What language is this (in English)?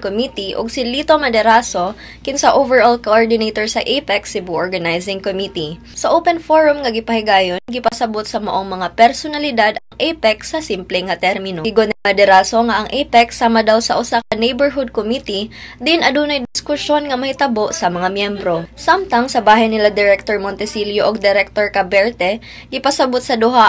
Cebuano